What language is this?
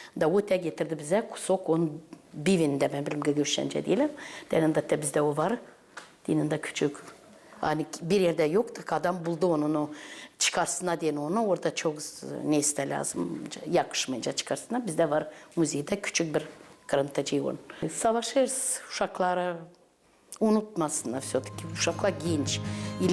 Gagauz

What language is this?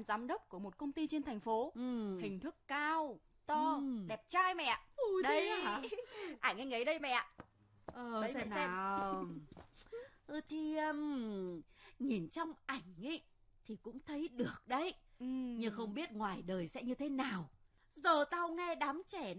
Vietnamese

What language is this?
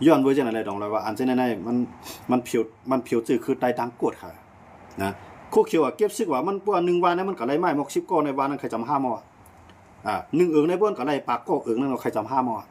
Shan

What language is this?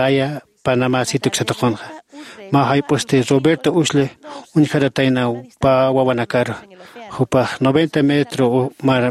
Aymara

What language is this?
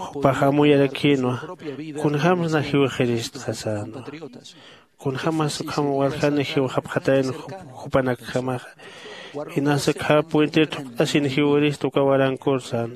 Aymara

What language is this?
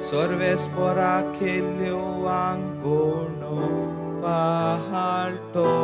Konkani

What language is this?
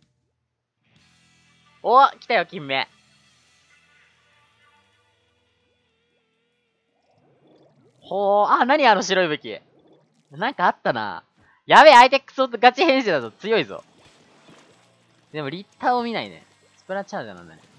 Japanese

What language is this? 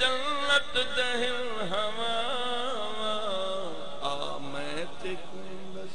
Saraiki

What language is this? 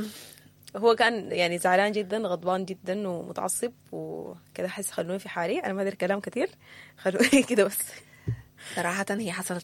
Sudanese Arabic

